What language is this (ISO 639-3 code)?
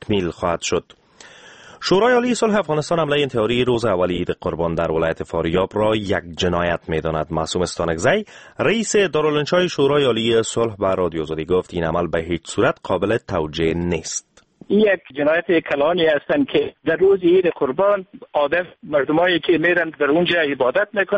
fas